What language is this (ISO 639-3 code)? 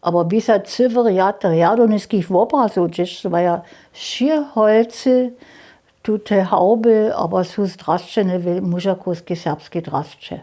hsb